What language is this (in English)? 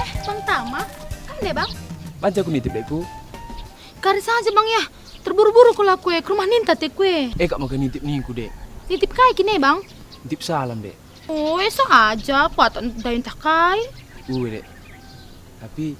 Batak Karo